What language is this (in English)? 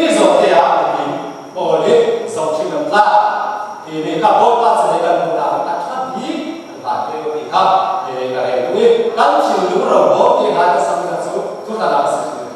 Falam Chin